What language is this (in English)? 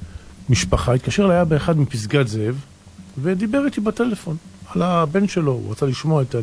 Hebrew